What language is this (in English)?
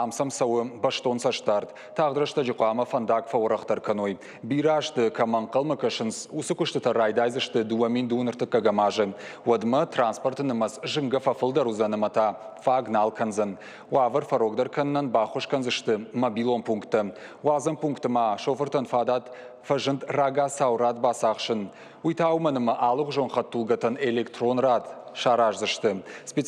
Ossetic